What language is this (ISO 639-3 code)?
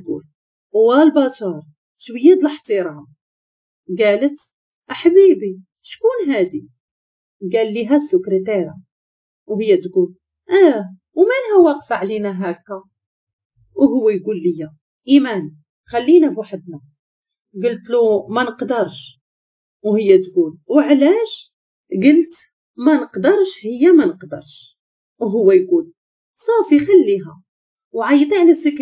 ary